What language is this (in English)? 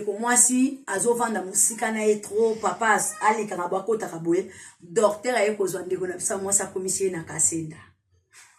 Lingala